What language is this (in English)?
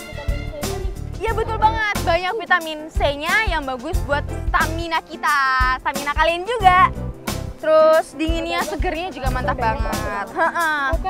Indonesian